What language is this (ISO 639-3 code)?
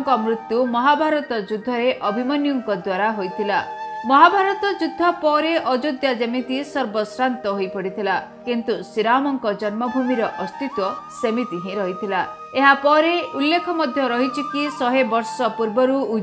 ori